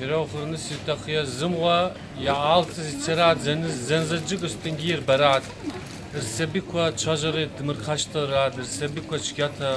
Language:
Abkhazian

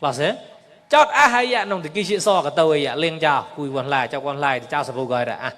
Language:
Mon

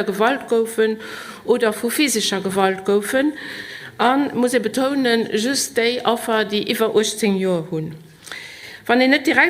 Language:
Luxembourgish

